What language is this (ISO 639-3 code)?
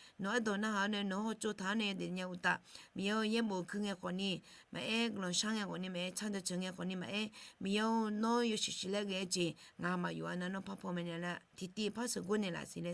ahk